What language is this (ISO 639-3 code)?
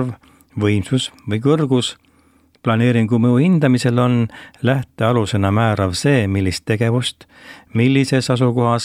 est